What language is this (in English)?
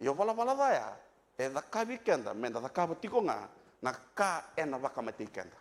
Fijian